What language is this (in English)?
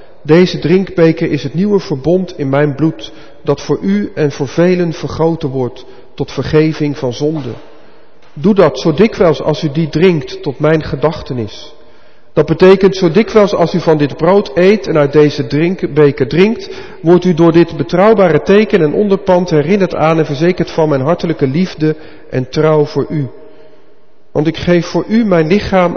Dutch